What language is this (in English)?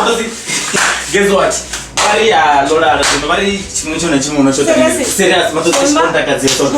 Venda